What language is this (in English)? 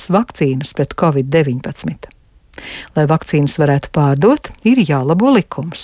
Latvian